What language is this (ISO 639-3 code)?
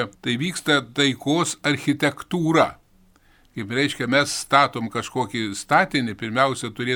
lit